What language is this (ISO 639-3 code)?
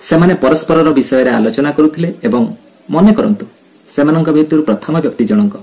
ori